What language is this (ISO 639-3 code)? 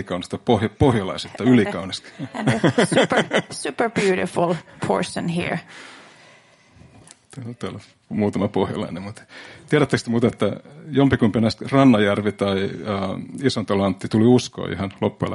fin